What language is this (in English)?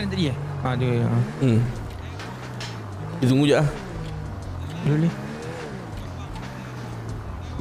Malay